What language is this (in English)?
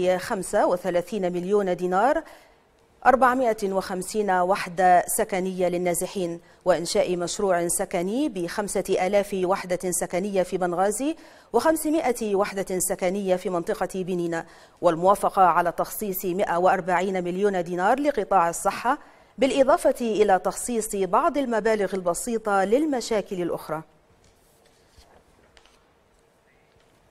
Arabic